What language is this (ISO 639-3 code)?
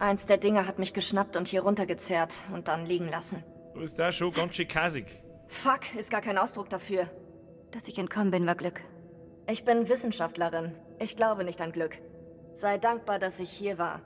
bar